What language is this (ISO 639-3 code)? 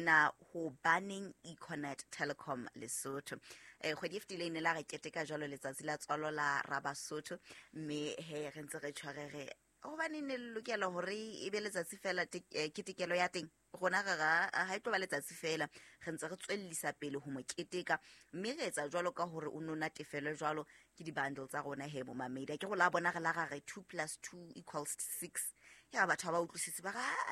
sot